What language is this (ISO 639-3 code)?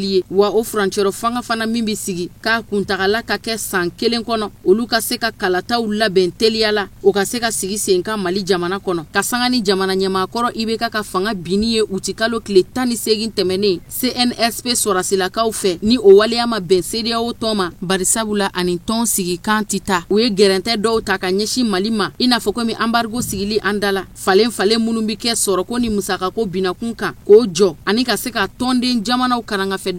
bam